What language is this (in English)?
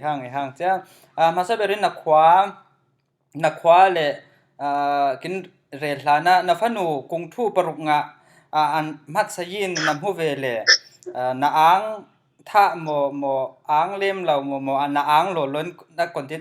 Falam Chin